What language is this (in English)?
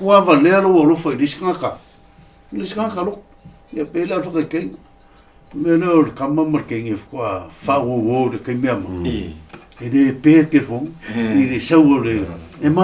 Samoan